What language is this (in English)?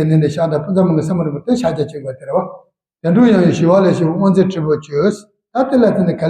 Tibetan